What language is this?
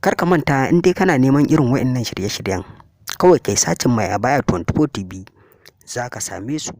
Hausa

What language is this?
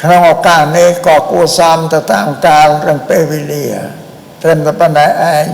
Khmer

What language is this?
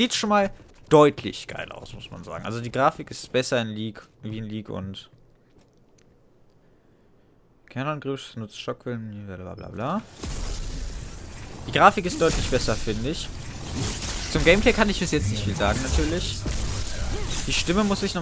German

